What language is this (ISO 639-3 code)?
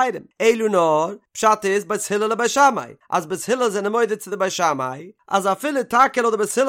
yid